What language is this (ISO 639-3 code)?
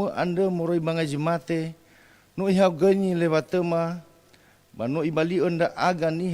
nia